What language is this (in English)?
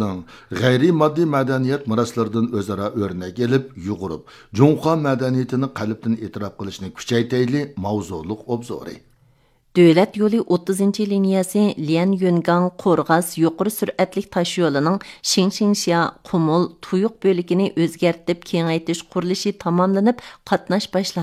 Uyghur